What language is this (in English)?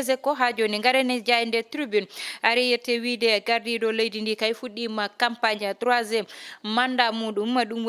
Fula